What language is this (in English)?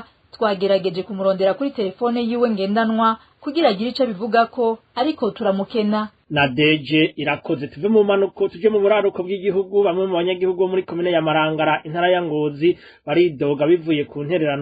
Rundi